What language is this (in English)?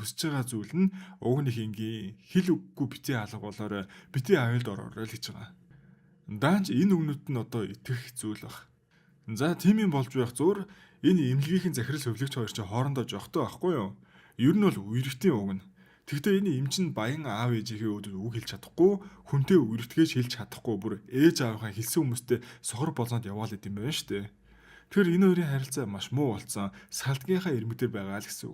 Mongolian